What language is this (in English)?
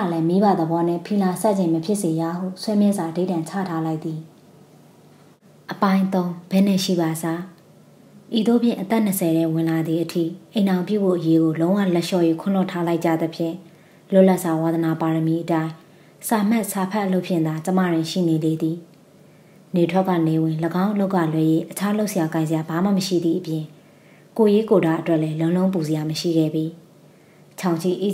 Burmese